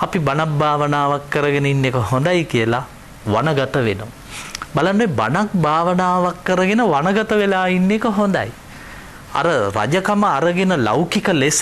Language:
Sinhala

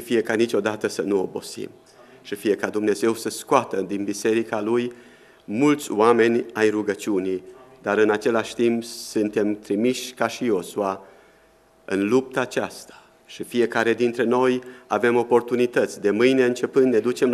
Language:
Romanian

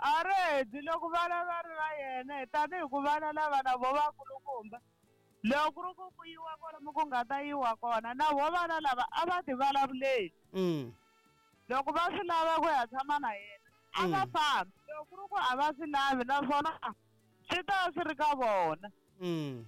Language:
Tsonga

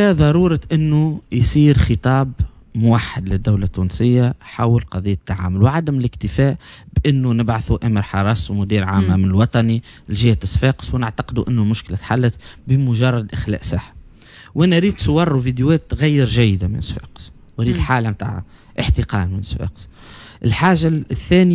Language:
Tunisian Arabic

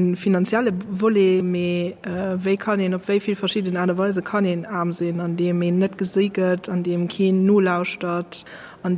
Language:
Luxembourgish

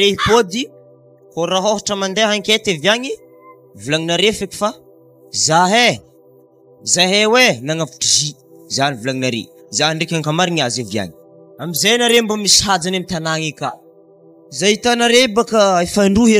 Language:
Malagasy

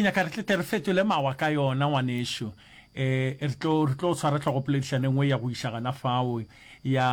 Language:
Northern Sotho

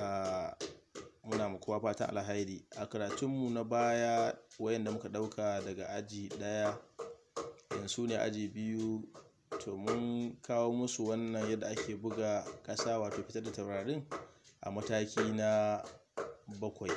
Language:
Hausa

